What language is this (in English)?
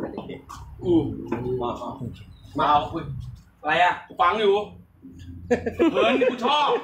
Thai